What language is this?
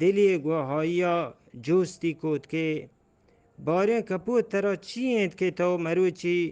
Eastern Balochi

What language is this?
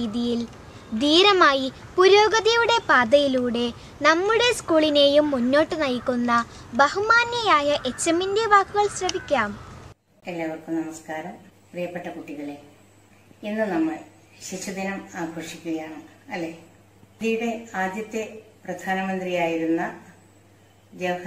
Malayalam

